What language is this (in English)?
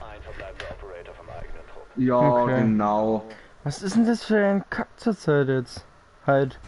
Bavarian